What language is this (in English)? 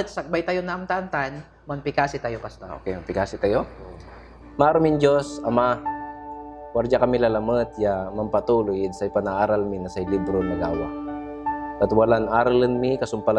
Pangasinan